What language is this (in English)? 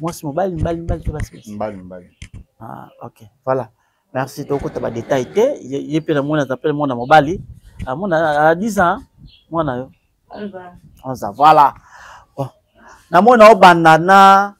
Lingala